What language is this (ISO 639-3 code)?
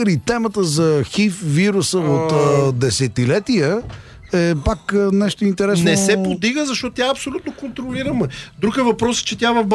bul